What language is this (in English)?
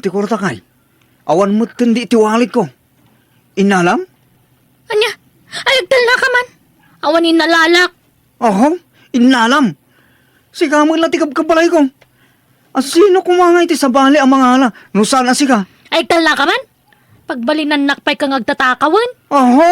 Iloko